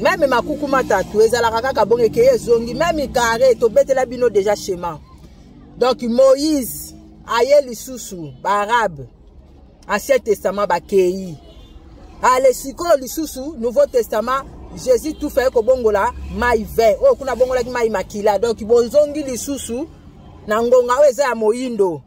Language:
Lingala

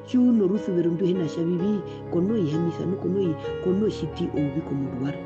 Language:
Herero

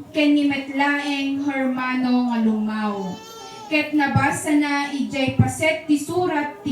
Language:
Iloko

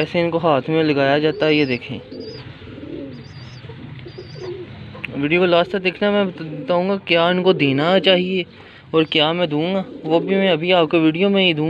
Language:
Hindi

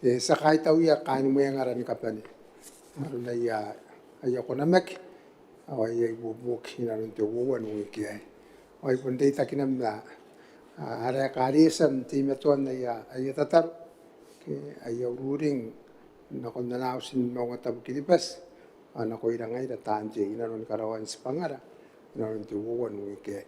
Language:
Gilbertese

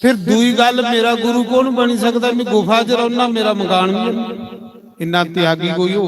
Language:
Dogri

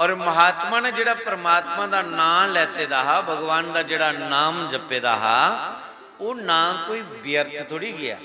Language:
Dogri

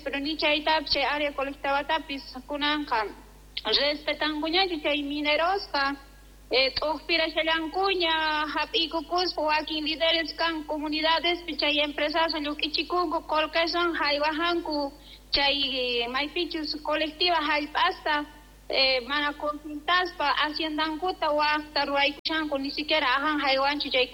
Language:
South Bolivian Quechua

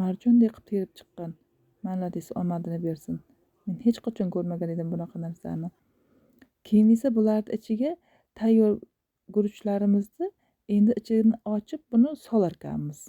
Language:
Uzbek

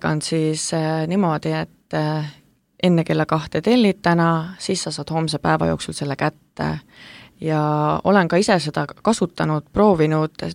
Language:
Estonian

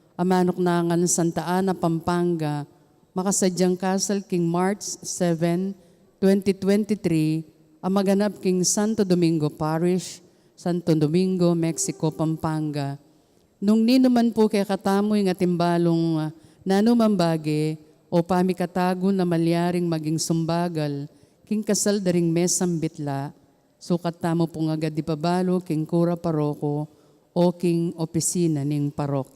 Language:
Pampanga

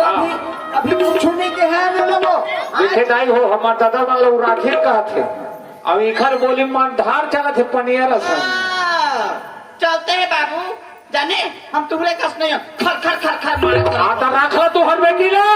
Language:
Chhattisgarhi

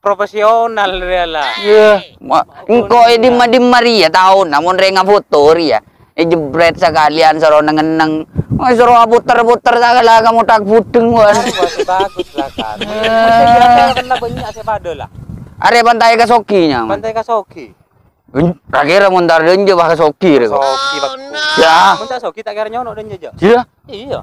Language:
Madurese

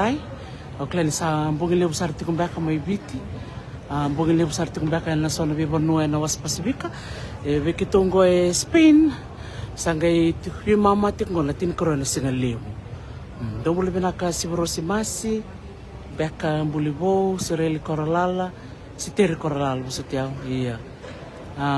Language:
Fijian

